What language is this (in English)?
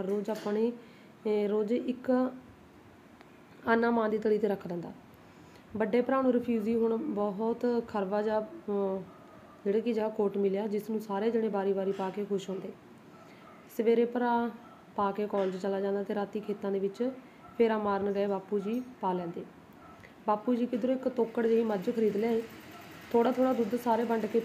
Punjabi